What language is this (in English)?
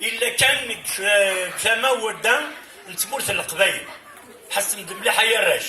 Kabyle